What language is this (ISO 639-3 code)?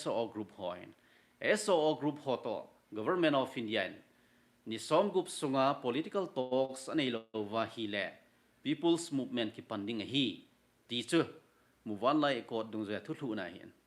tcz